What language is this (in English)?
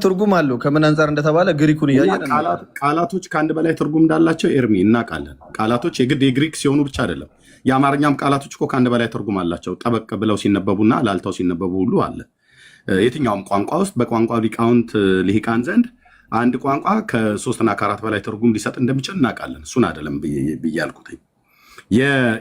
Amharic